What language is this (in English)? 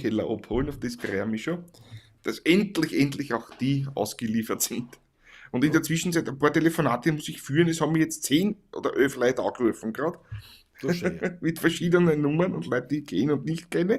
Bavarian